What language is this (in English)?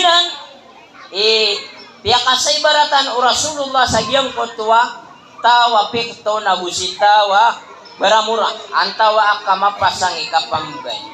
Maranao